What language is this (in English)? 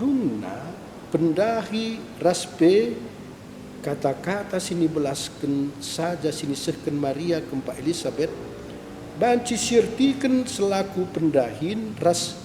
Batak Karo